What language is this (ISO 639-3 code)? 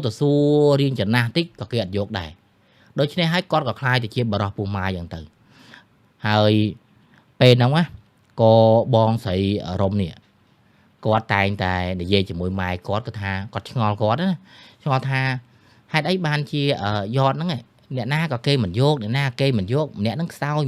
khm